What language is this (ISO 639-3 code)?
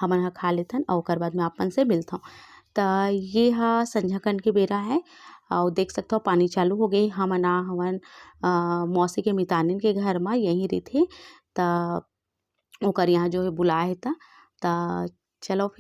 hne